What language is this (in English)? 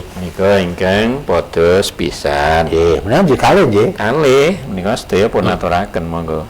Javanese